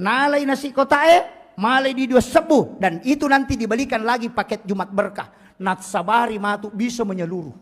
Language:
Buginese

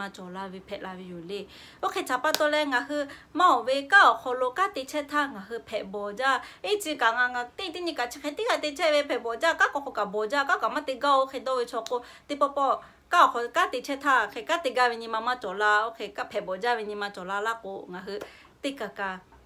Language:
Lahu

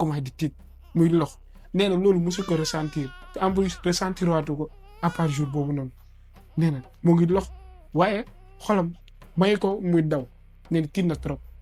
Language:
Wolof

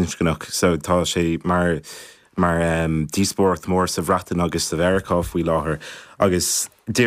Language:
Irish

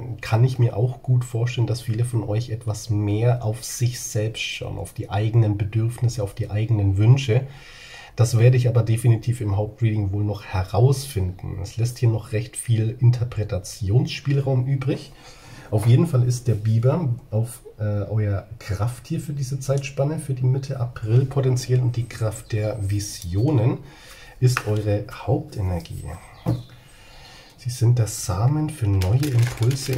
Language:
German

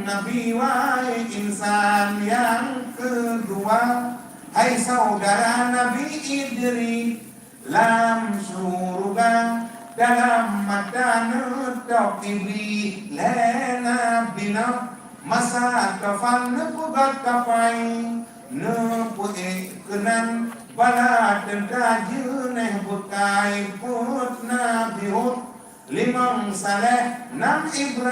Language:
Achinese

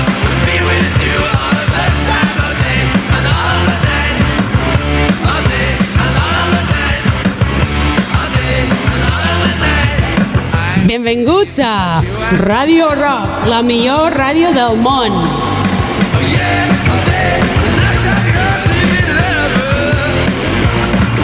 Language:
Catalan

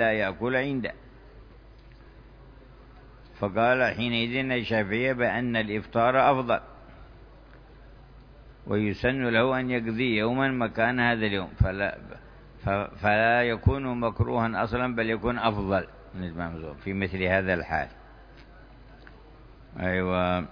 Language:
Arabic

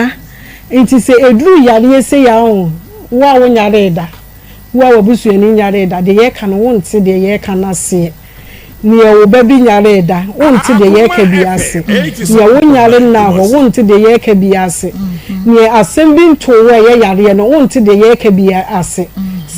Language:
Akan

